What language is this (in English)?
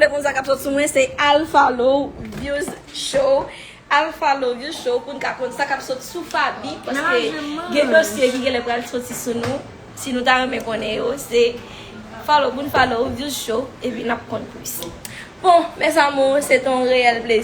Haitian Creole